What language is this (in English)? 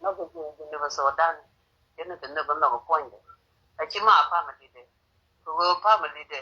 Nuer